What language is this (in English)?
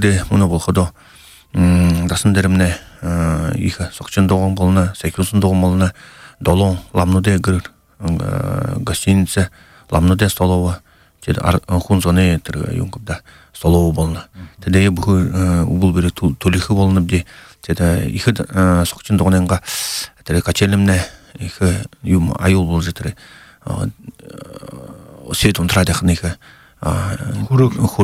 Buriat